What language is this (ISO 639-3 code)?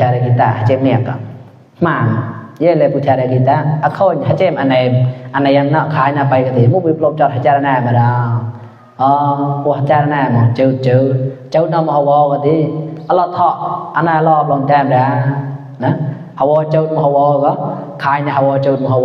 mnw